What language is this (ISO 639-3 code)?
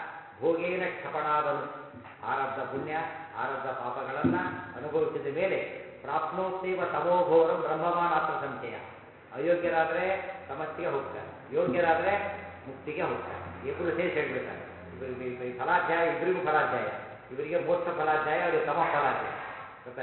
kan